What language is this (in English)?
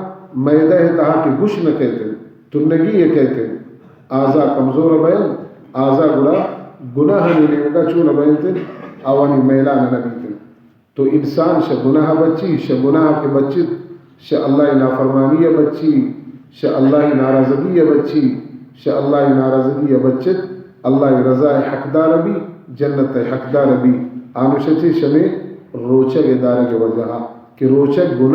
Baluchi